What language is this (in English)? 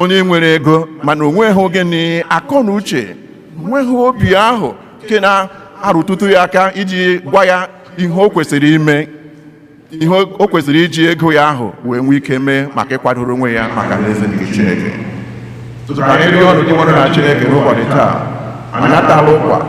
Igbo